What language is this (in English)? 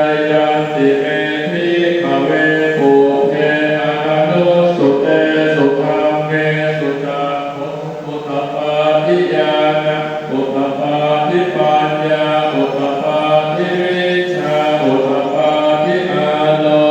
Pali